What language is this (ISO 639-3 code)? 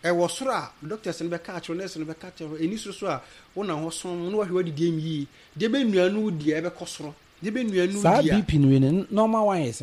aka